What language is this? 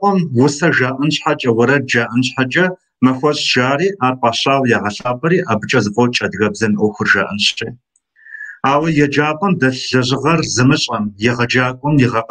Kabardian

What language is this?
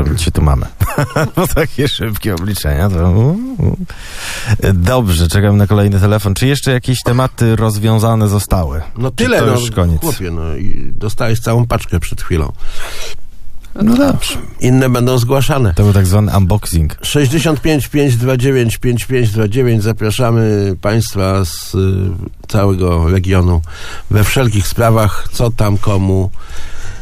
Polish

